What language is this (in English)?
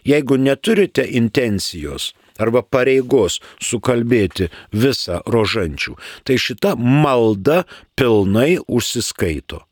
Lithuanian